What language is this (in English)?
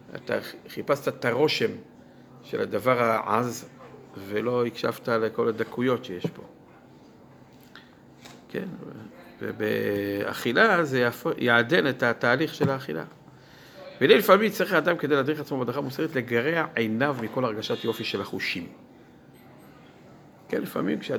Hebrew